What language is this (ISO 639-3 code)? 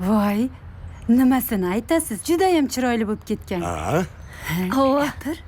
kaa